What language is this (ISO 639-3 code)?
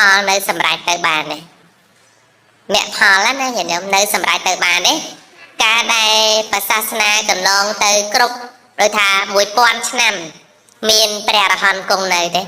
khm